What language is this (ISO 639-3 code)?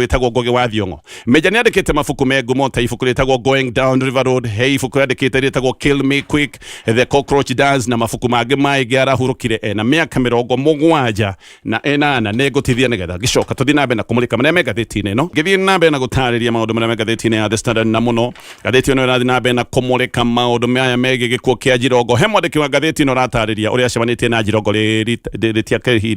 kik